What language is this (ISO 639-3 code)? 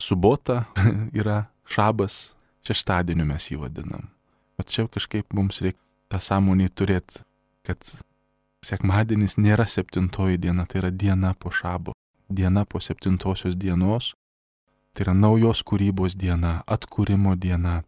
lit